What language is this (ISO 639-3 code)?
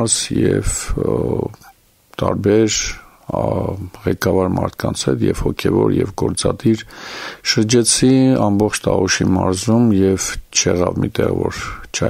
hye